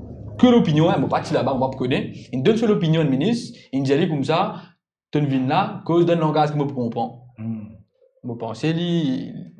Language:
Morisyen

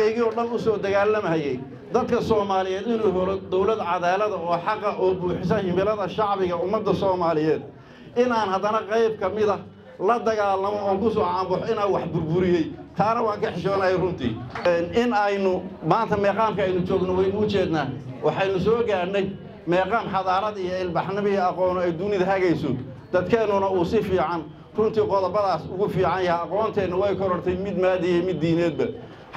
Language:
Somali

